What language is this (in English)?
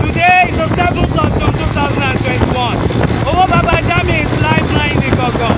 Yoruba